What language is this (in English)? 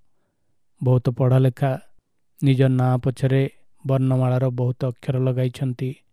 Odia